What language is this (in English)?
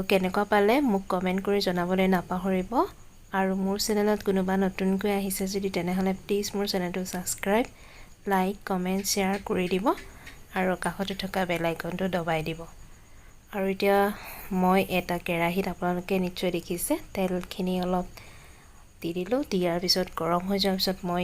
Assamese